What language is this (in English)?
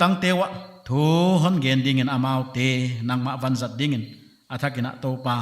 Paite Chin